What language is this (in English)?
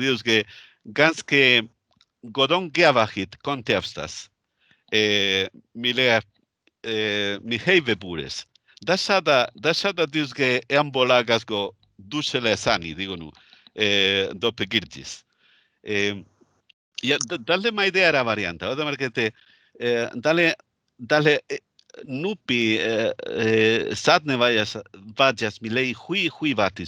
Northern Sami